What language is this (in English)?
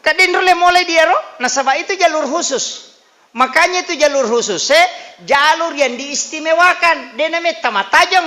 Buginese